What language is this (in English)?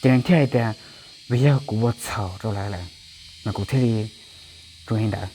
Hmong